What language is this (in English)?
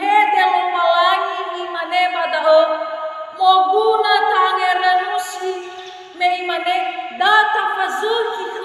Nias